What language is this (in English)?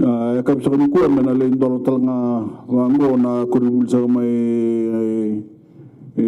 Fijian